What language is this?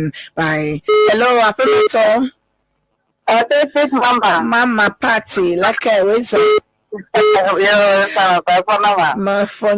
Ewe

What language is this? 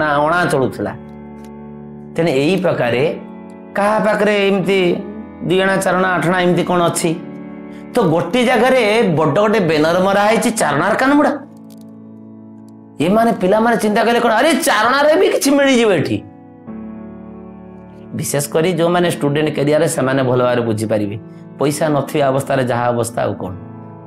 Odia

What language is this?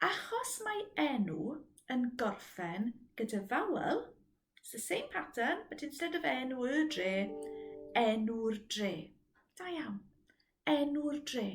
Welsh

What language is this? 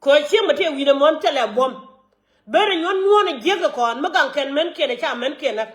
Nuer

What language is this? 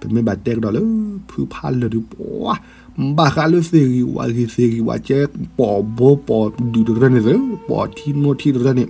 S'gaw Karen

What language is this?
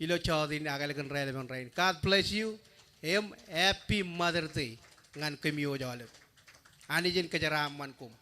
Marshallese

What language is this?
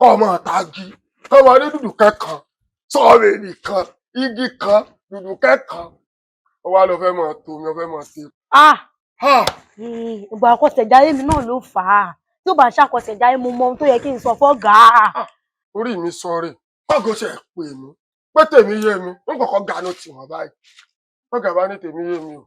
Yoruba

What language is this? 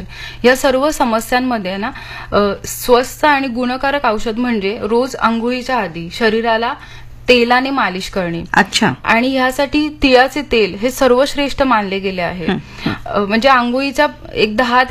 Marathi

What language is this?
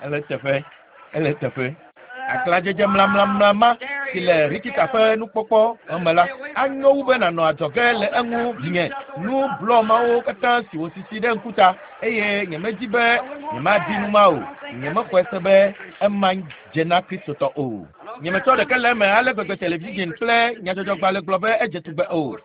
Ewe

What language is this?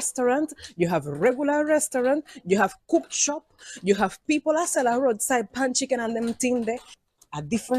Jamaican Creole English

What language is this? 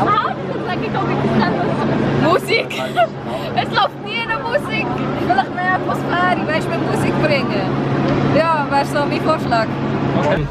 Swiss German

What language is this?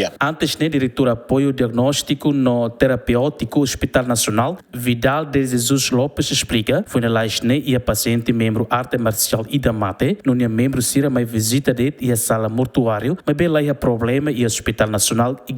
Tetum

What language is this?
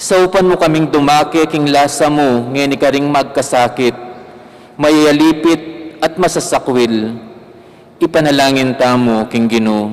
Pampanga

